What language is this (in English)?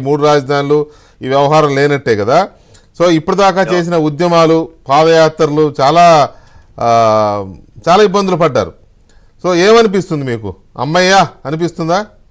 Telugu